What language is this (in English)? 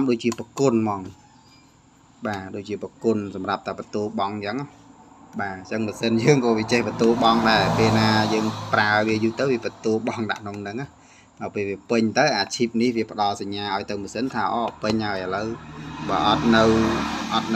Khmer